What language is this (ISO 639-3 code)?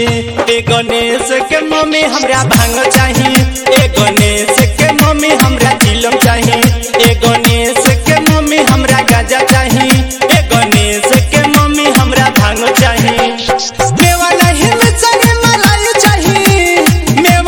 bho